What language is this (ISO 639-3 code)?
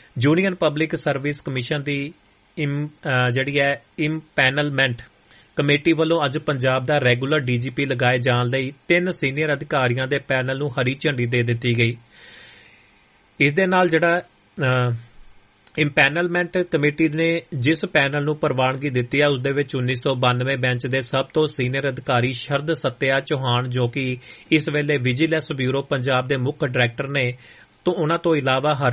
pan